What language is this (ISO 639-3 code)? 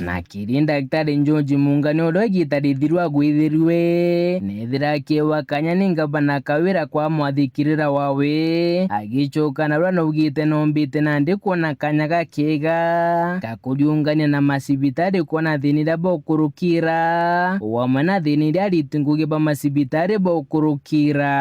mer